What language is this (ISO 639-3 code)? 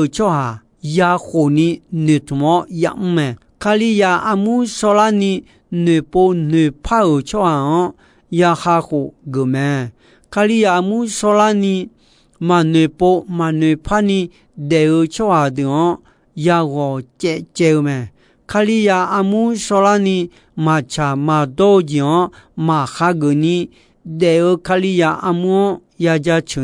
ahk